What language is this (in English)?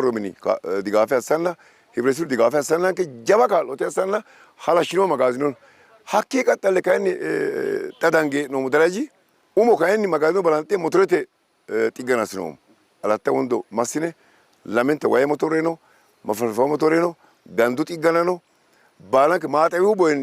Sidamo